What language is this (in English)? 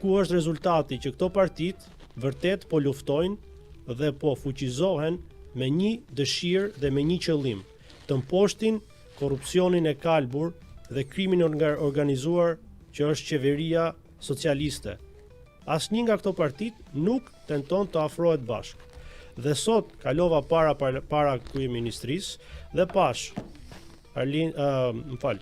Albanian